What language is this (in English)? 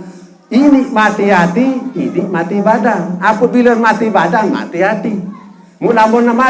Sasak